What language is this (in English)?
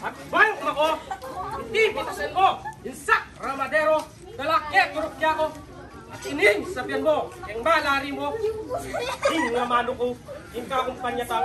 Pampanga